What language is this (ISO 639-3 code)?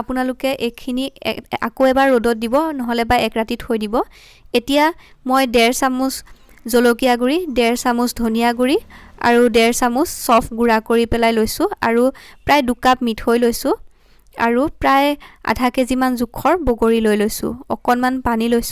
asm